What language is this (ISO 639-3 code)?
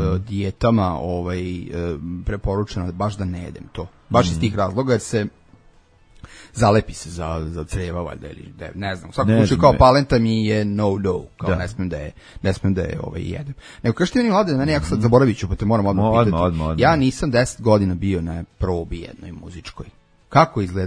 srp